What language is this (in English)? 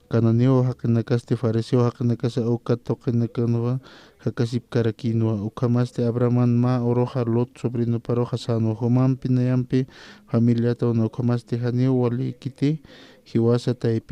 Aymara